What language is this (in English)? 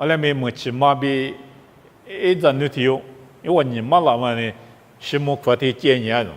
Lisu